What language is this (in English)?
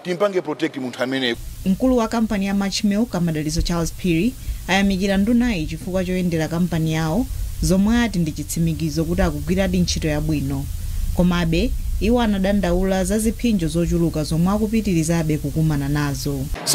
Nyanja